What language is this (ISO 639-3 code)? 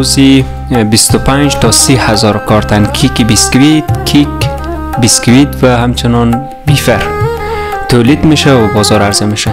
fas